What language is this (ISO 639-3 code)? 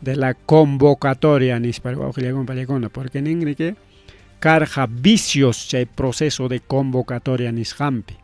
quy